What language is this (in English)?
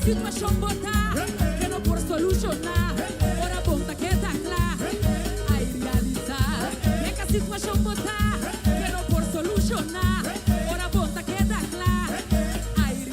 Papiamento